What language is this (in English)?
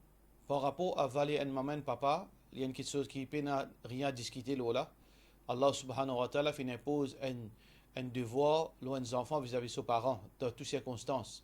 Morisyen